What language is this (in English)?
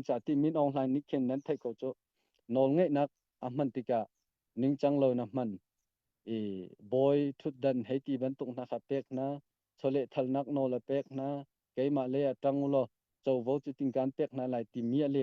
Hakha Chin